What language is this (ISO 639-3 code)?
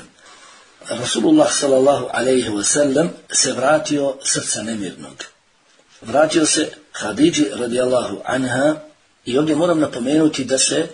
bos